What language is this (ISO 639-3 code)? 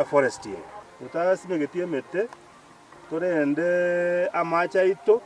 guz